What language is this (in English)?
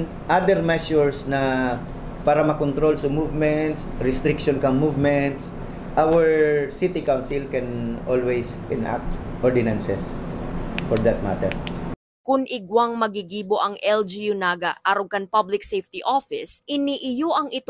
Bikol